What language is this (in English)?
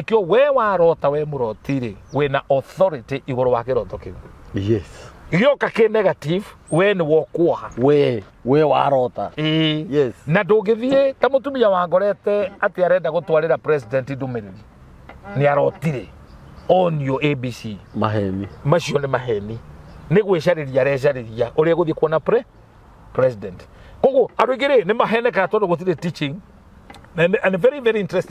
Kikuyu